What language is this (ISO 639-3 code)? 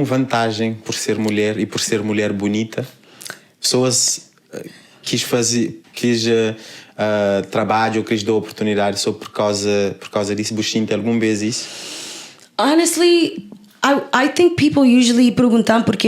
kea